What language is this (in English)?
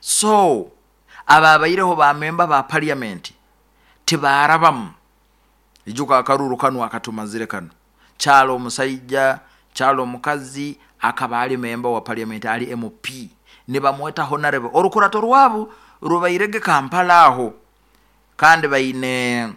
Nyoro